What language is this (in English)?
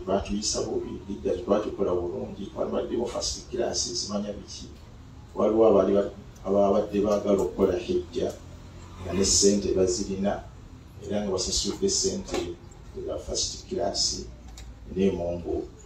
Ganda